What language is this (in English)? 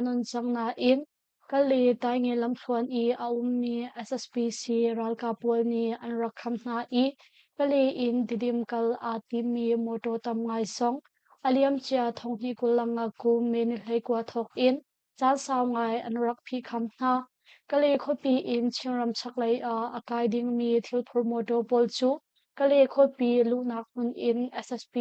Hakha Chin